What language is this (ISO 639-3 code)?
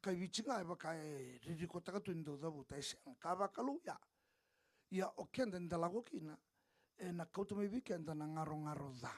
fij